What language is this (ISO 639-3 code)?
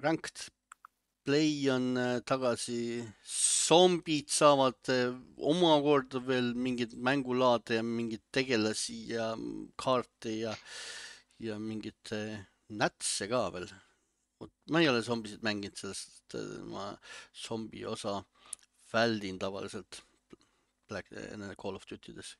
est